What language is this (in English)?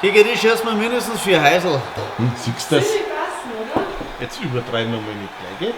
Bavarian